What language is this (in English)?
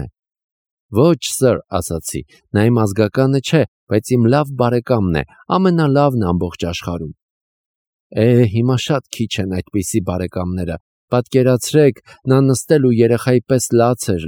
Armenian